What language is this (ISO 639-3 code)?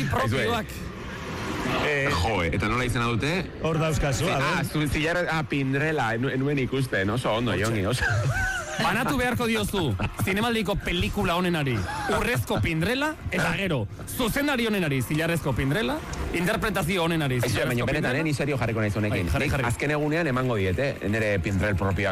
eus